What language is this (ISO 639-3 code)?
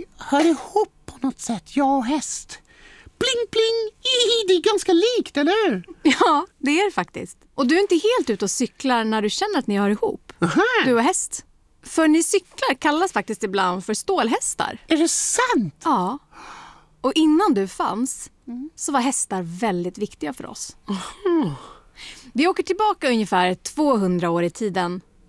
swe